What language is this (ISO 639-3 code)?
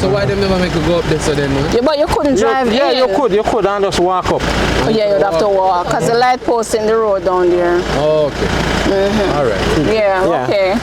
jam